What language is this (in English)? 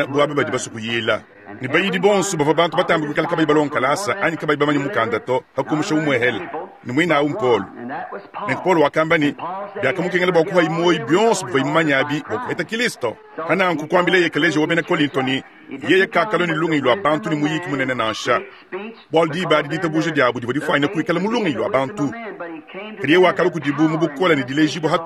Luba-Lulua